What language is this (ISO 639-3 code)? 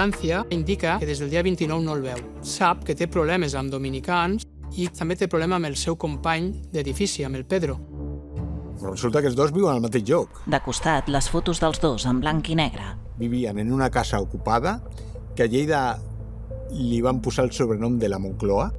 cat